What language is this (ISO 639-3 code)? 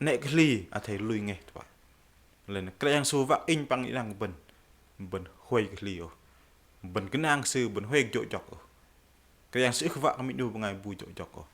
bdq